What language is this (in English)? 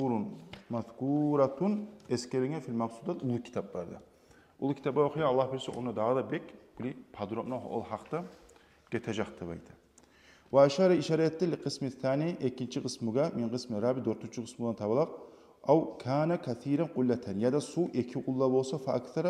Kumyk